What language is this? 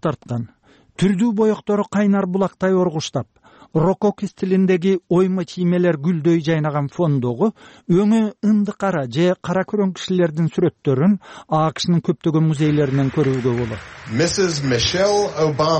Kyrgyz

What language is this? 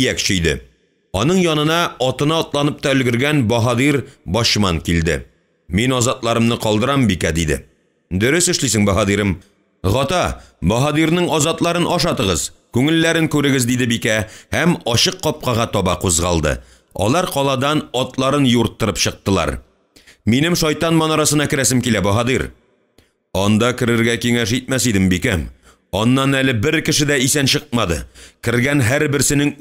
Tatar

